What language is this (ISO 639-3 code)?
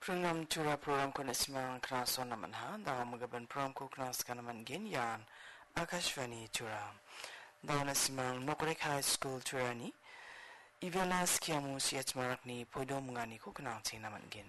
grt